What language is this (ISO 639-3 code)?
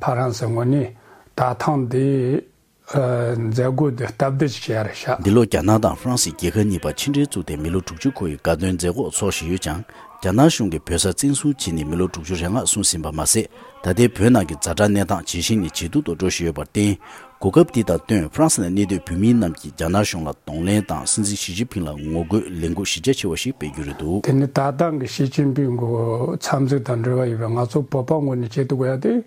bod